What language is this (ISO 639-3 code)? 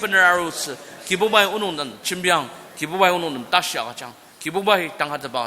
njo